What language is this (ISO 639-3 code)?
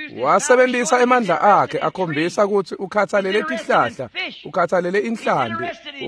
ssw